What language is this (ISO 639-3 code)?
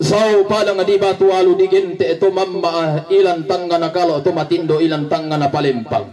sda